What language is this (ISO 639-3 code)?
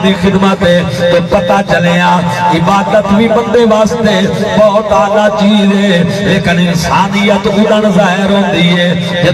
skr